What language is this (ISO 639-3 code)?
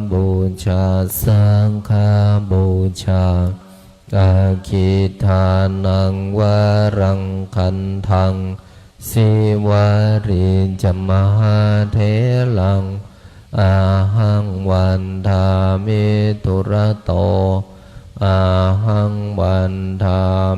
pli